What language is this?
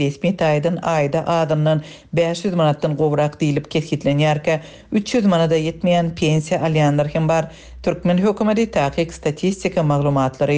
Turkmen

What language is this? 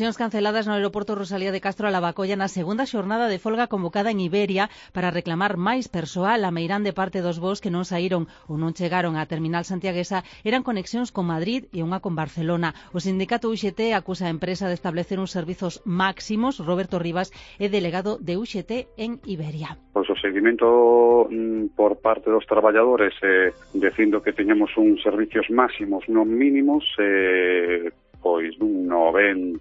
Galician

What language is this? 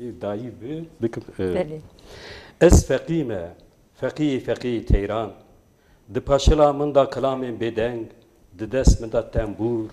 Kurdish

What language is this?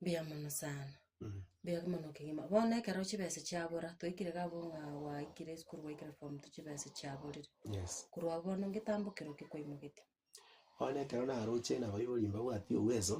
Gusii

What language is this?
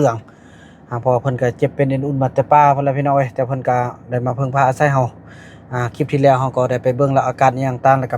Northeastern Thai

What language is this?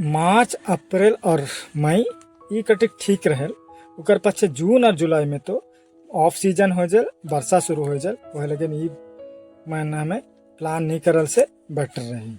Sadri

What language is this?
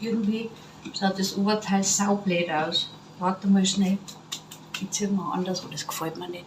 Bavarian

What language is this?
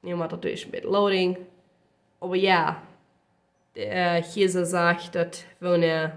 Plautdietsch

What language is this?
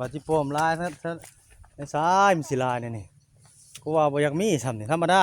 Northeastern Thai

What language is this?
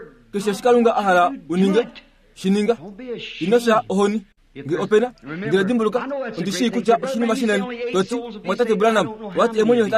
Kuanyama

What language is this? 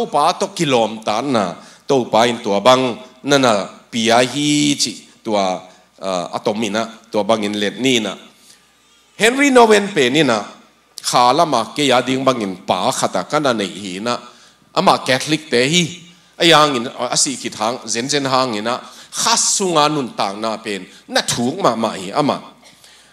Tedim Chin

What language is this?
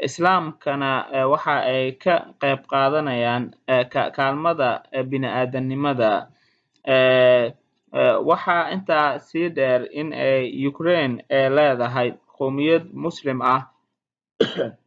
Somali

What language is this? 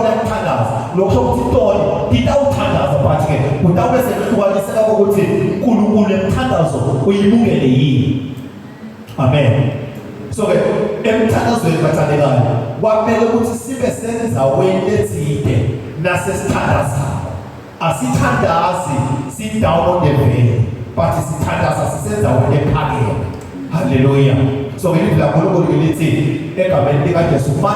Zulu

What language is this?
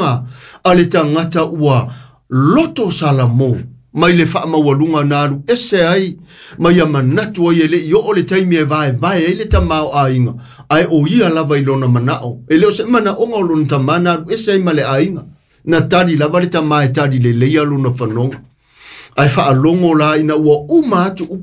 Samoan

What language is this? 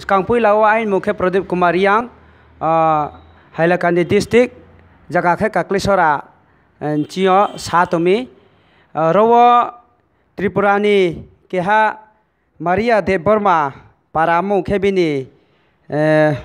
Kok Borok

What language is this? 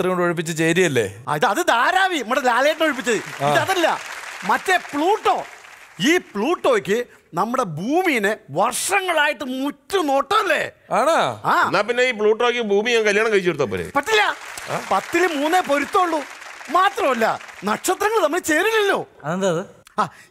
Malayalam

